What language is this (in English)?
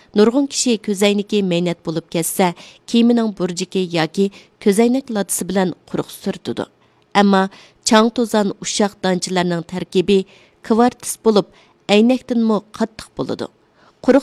Uyghur